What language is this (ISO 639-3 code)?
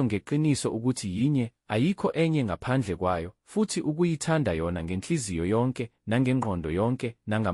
zul